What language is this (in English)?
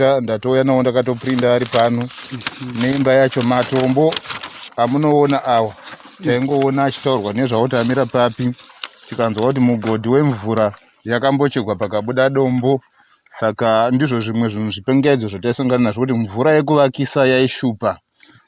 Shona